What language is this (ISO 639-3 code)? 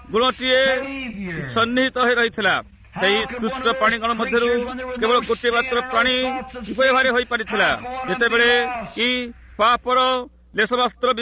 ori